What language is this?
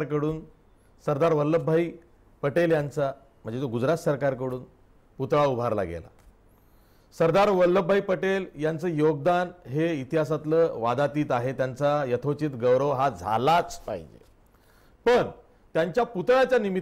Marathi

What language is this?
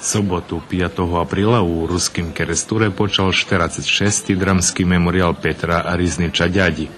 Rusyn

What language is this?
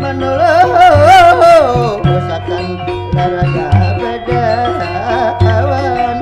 Banjar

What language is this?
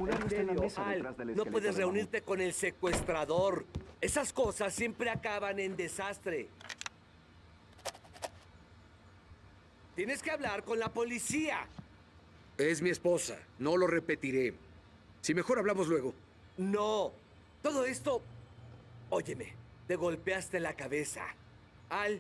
Spanish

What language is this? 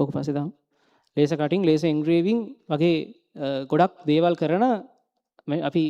Sinhala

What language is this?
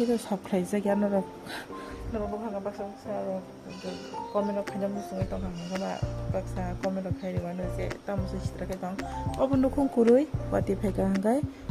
Kok Borok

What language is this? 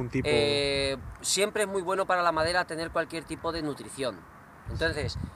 Spanish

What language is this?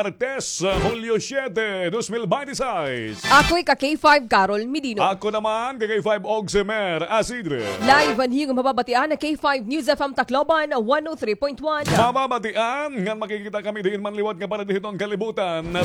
Waray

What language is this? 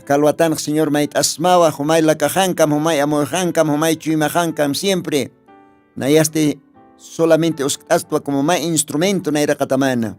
Aymara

